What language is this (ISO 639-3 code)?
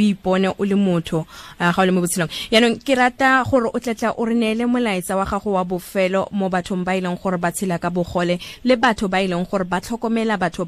tsn